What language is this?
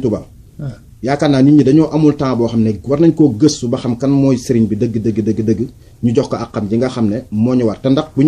Wolof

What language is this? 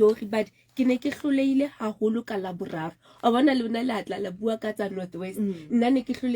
Southern Sotho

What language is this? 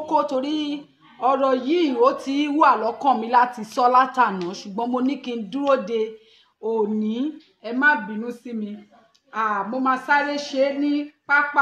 Yoruba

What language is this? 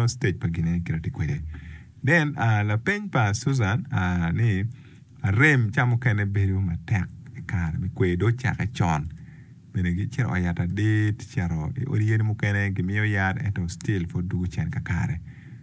Acoli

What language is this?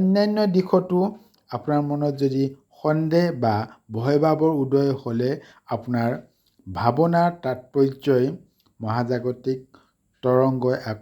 Assamese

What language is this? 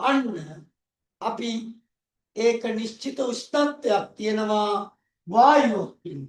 Sinhala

